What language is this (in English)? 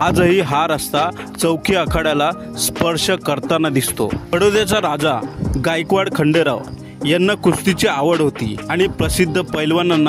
Marathi